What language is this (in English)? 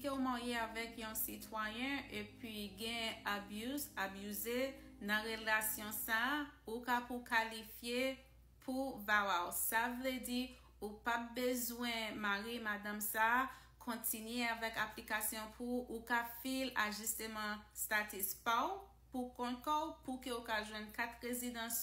Haitian Creole